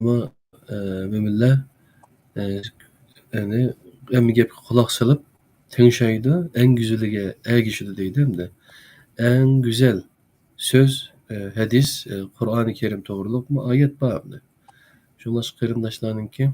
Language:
Uyghur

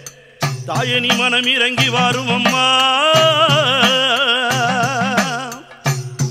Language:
Tamil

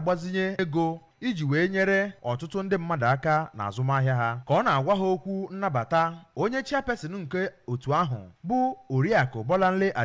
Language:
Igbo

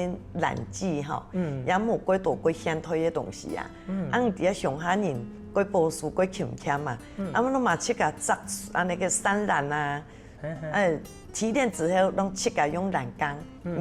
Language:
Hakka Chinese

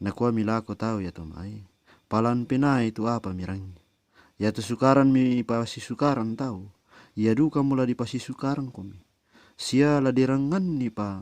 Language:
Toraja-Sa'dan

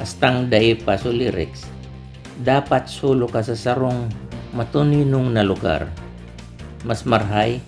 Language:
Bikol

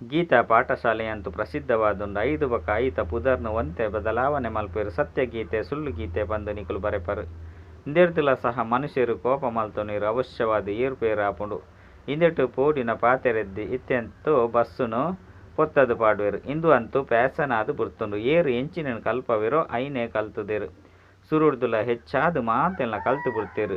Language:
Tulu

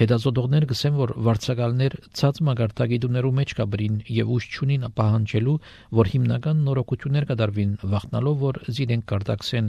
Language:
Armenian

